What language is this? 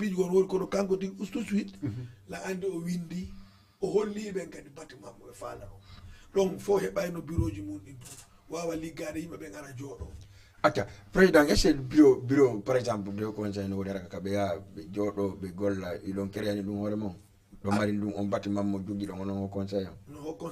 Fula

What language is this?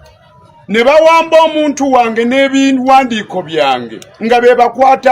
Ganda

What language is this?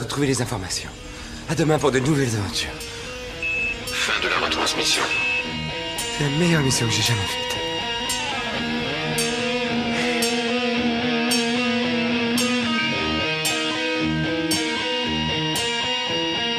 French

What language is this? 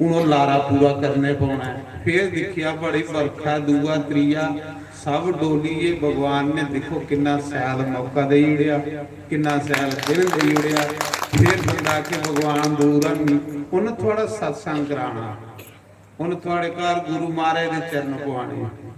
Dogri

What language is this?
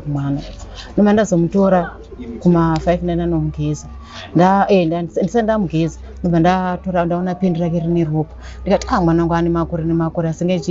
Shona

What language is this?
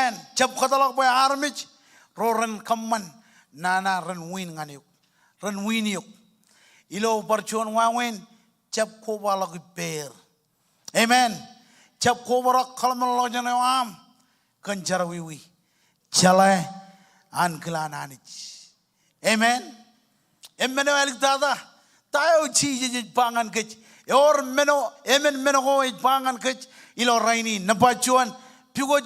Marshallese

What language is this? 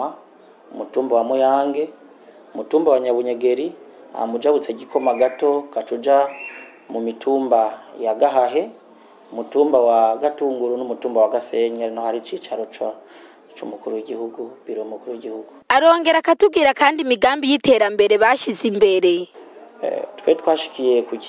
Rundi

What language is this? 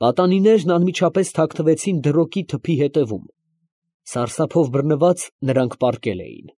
Armenian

